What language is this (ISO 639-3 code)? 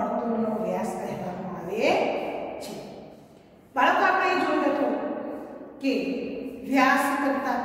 guj